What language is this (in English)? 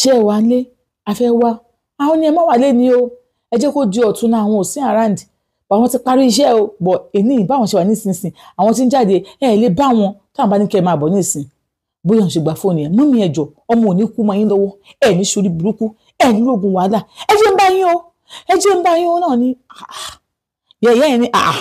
Yoruba